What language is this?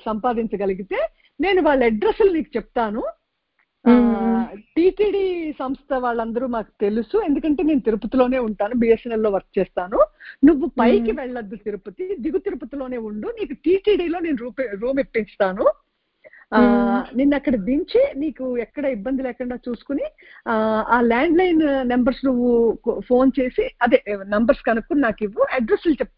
Telugu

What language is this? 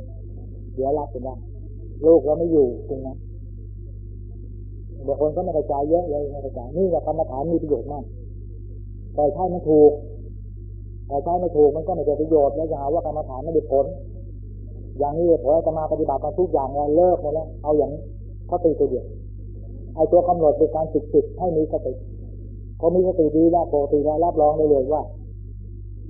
Thai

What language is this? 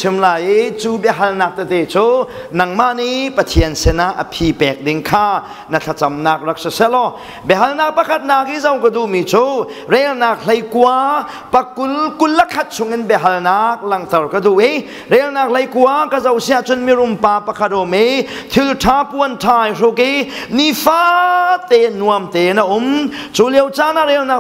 Hakha Chin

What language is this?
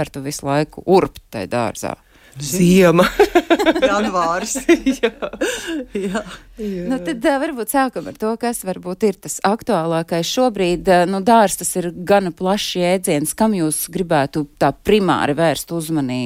Latvian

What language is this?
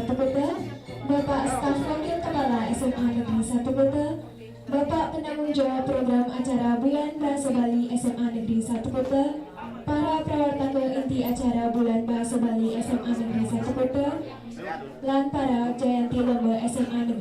Balinese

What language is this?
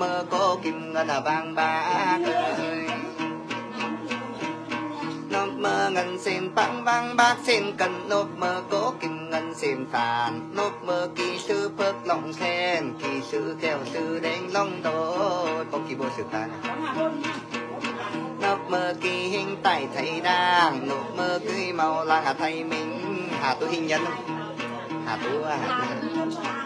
Vietnamese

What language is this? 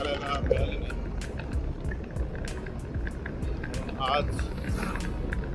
Marathi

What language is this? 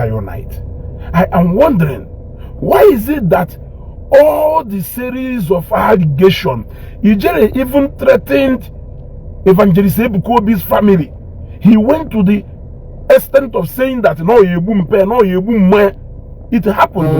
Igbo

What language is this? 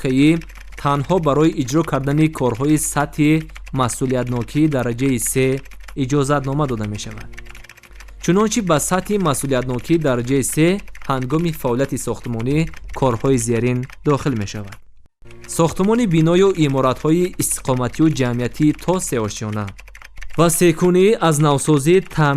Tajik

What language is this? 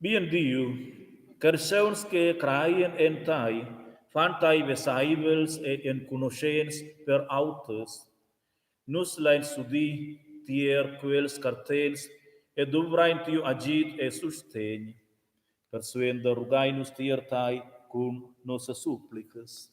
Romansh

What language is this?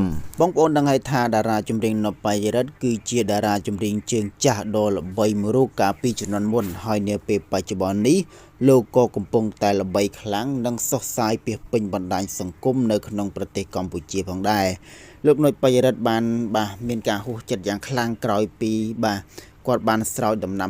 Khmer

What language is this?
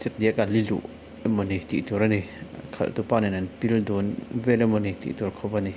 Mizo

